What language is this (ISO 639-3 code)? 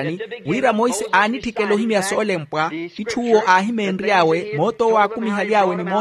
vmw